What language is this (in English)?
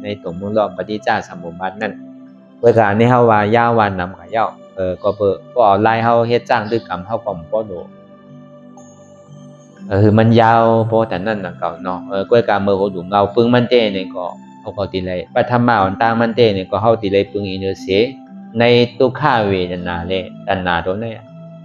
Shan